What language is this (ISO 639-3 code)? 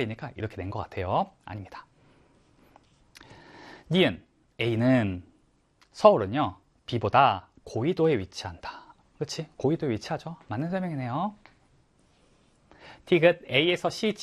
kor